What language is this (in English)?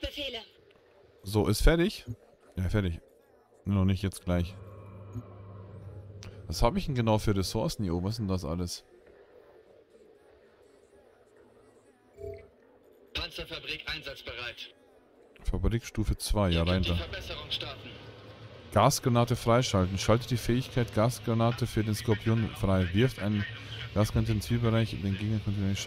German